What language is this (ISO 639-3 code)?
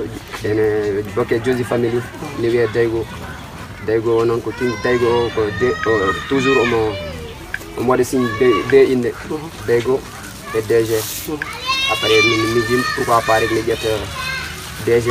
fuf